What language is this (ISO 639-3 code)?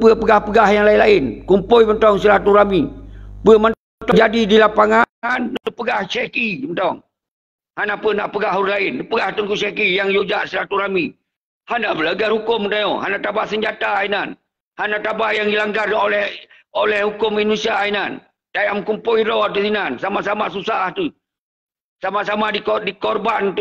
ace